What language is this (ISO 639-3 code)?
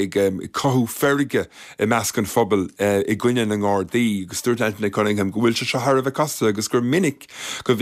gle